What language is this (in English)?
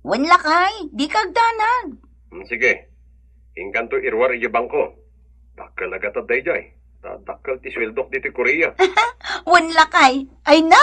Iloko